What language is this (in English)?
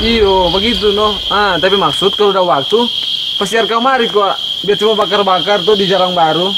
Manado Malay